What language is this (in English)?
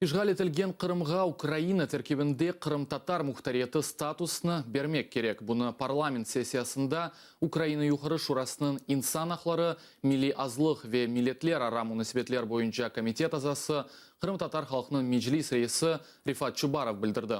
Crimean Tatar